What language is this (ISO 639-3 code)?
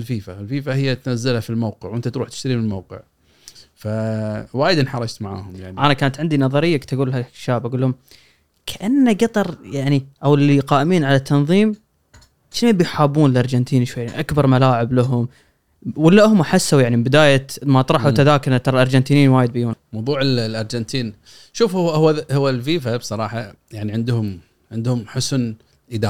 afb